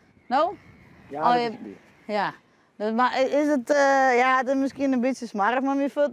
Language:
Western Frisian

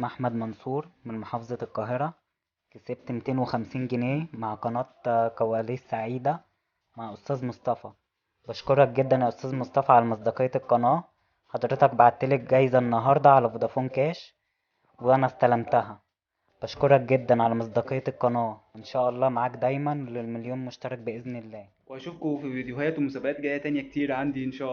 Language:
Egyptian Arabic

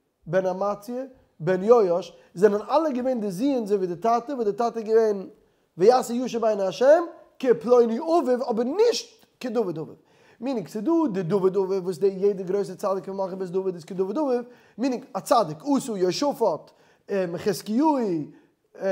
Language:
Yiddish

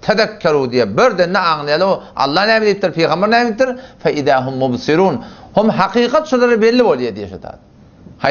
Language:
Turkmen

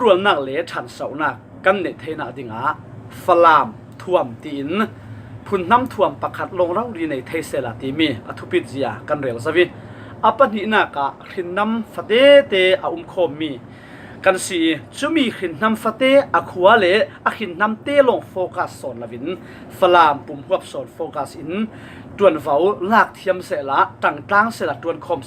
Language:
Falam Chin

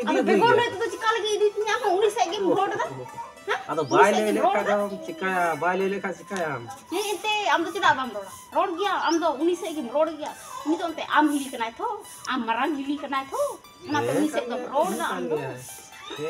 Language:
Santali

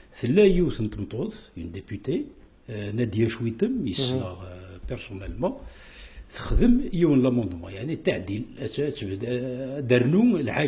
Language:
Kabyle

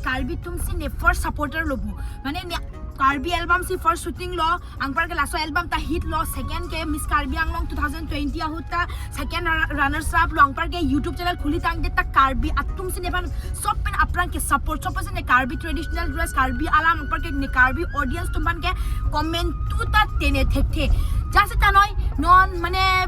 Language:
Karbi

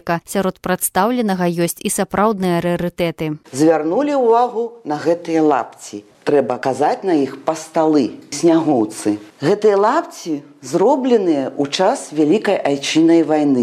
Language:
Belarusian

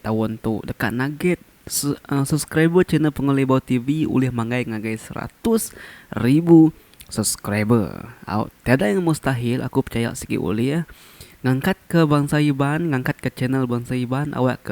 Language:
Iban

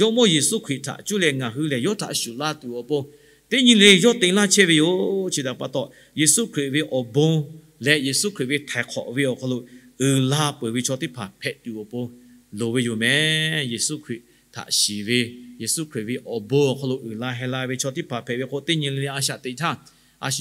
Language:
Lahu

